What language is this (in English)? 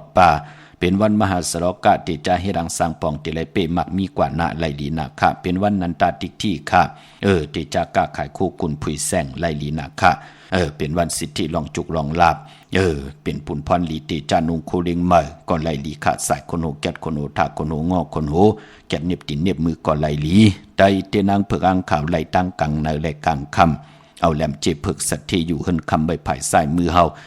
Shan